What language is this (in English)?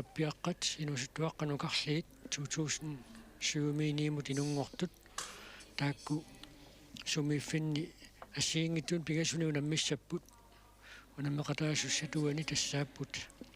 Kalaallisut